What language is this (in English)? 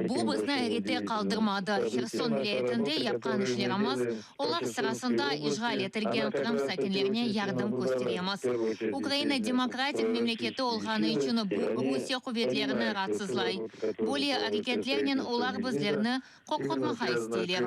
Crimean Tatar